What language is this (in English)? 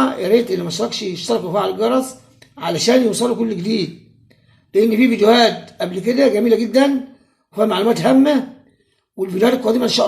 Egyptian Arabic